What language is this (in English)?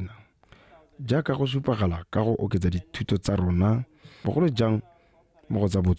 Tswana